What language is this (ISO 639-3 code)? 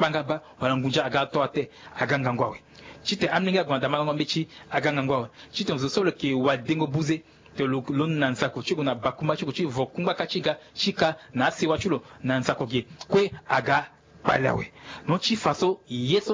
sag